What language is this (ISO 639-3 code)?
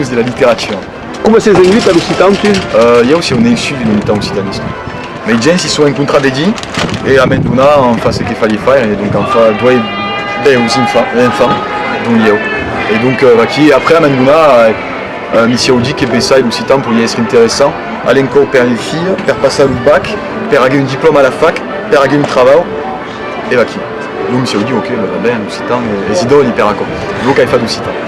oci